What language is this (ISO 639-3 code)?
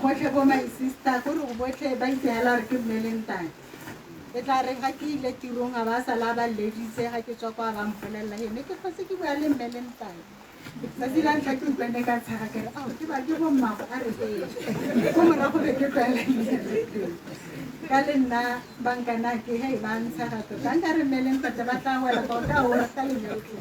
tsn